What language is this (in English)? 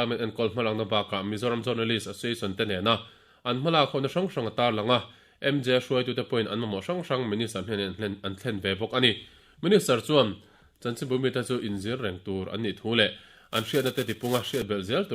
Mizo